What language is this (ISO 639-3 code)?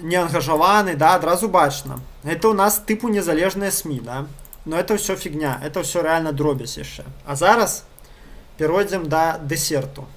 bel